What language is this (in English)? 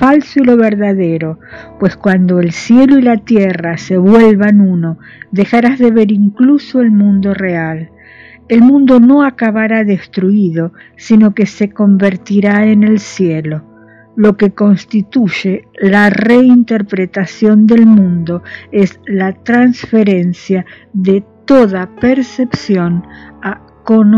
Spanish